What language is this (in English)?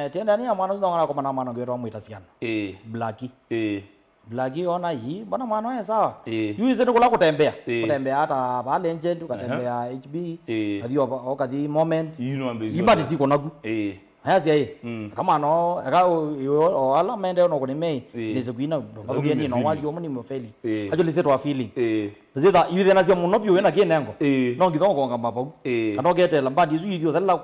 Kamba